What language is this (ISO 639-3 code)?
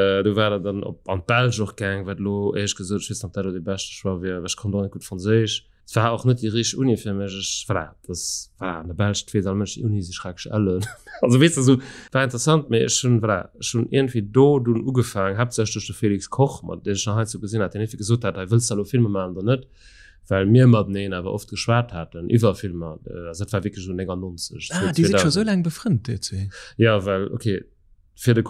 ltz